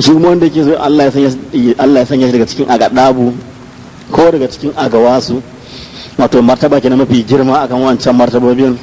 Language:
Hausa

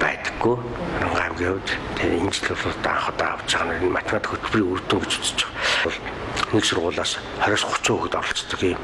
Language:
Mongolian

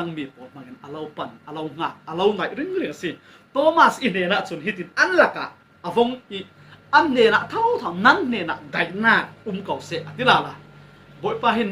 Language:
Falam Chin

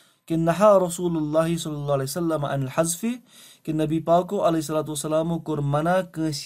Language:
Kashmiri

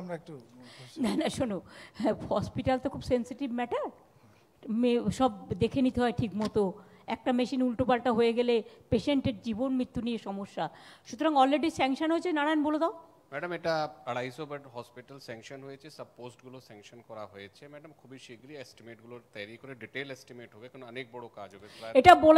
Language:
Bangla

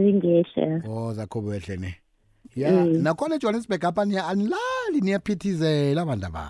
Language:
South Ndebele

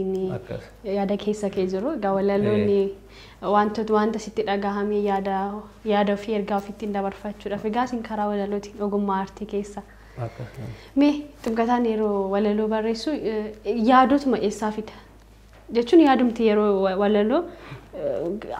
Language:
Oromo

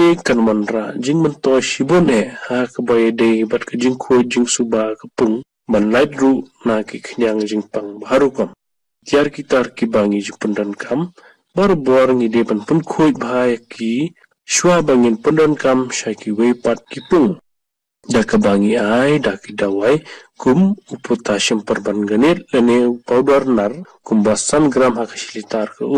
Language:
Khasi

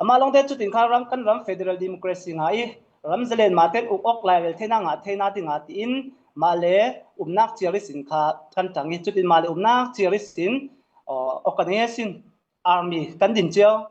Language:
Falam Chin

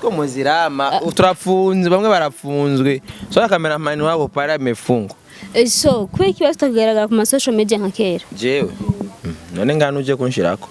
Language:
Rundi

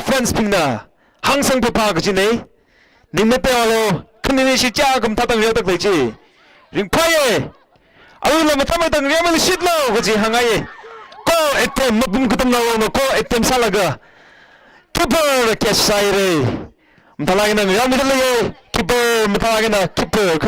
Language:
Tangkhul Naga (India)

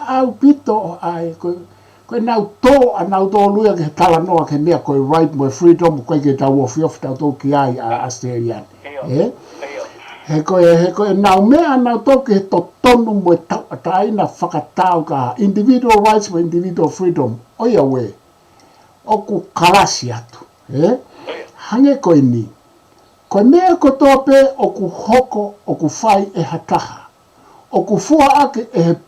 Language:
Tongan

